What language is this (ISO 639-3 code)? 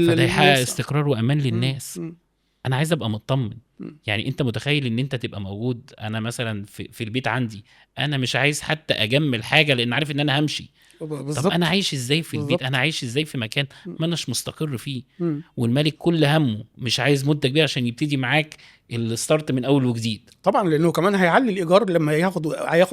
arz